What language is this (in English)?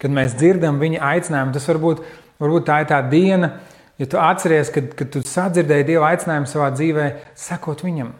Latvian